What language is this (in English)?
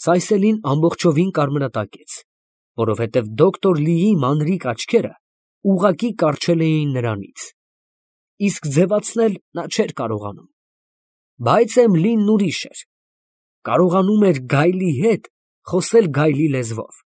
Armenian